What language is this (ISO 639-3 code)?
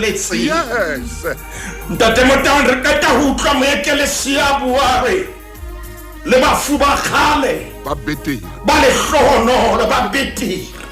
sot